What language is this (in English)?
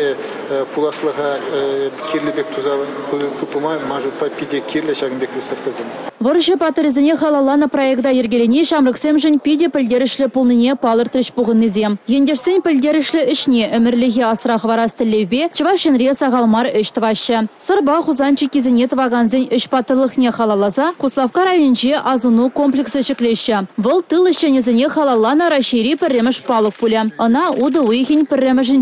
Chuvash